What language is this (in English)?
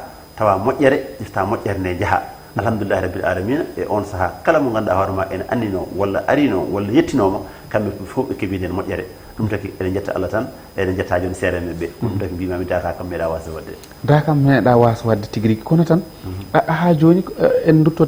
Fula